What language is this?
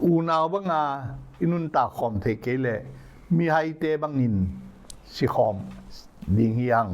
Tedim Chin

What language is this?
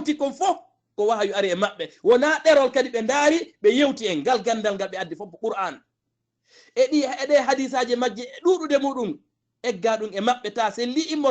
Fula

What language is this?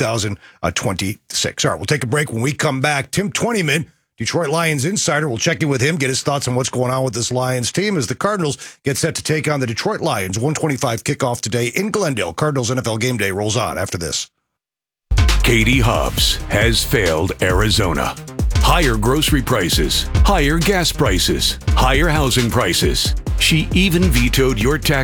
English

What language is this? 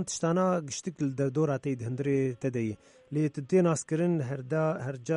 Kurdish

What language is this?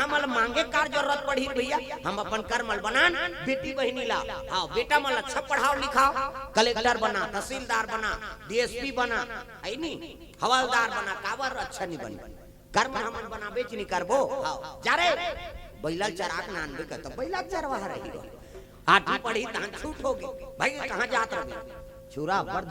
Chhattisgarhi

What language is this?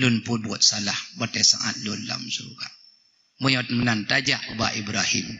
Achinese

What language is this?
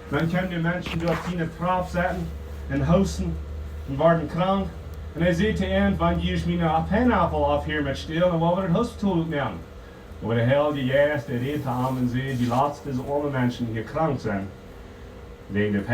Plautdietsch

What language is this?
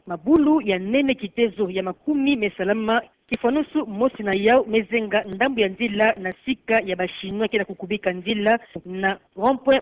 Kituba (Democratic Republic of Congo)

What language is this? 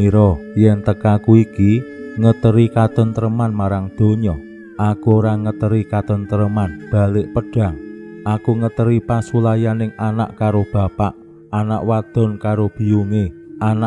Javanese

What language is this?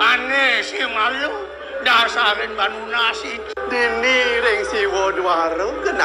Balinese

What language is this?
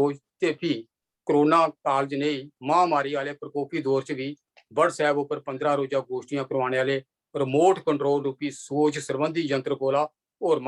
Dogri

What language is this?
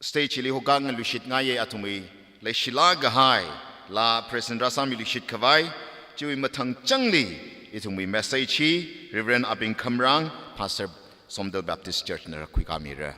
Tangkhul Naga (India)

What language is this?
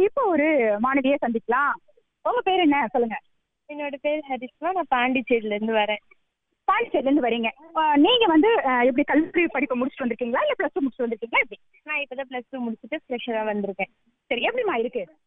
Tamil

